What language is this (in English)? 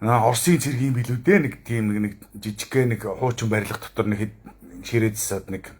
Mongolian